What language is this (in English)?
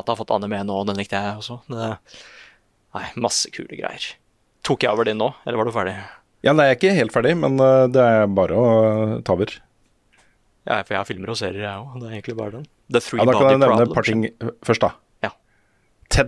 Norwegian